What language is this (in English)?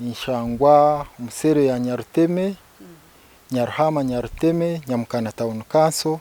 Nyankole